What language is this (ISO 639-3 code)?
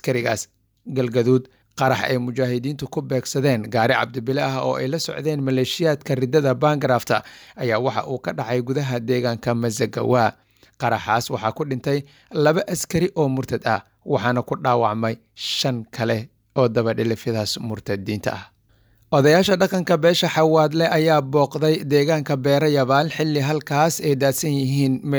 som